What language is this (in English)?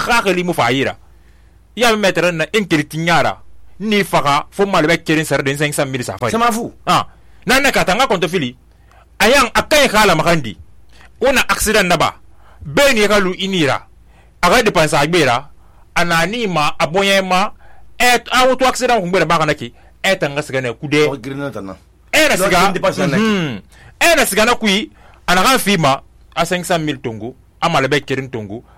Susu